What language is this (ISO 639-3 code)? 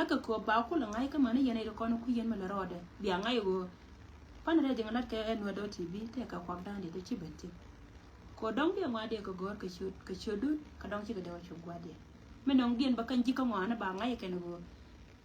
nus